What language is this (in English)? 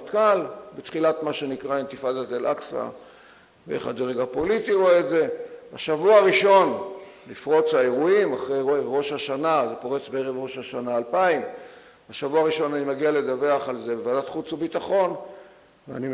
Hebrew